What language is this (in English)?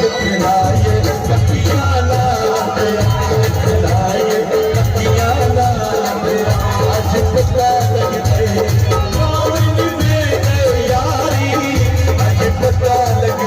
Pahari-Potwari